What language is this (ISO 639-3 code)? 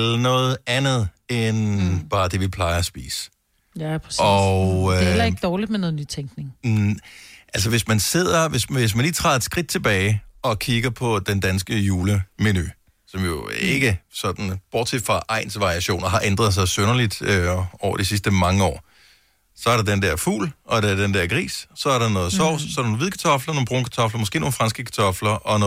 dan